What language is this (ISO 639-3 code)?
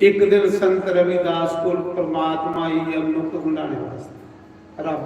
doi